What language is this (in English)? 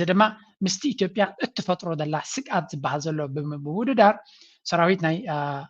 Tigrinya